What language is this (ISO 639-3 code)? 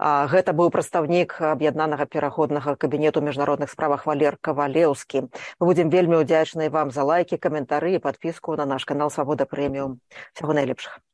bel